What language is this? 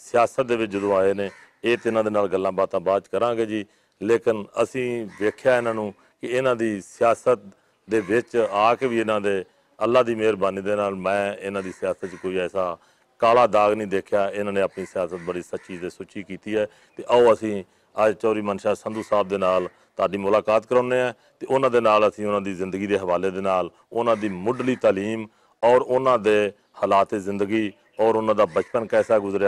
Western Panjabi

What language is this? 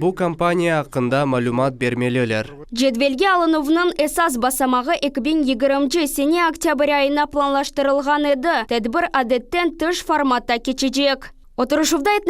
Crimean Tatar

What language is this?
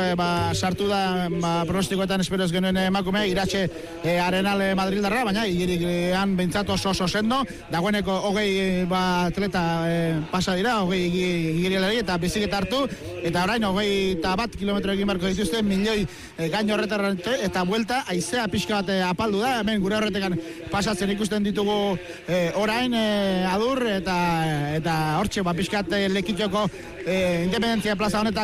Basque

